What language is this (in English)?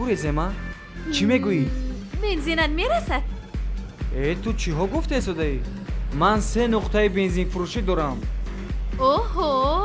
Tajik